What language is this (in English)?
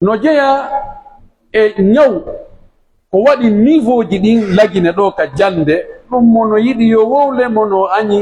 Pular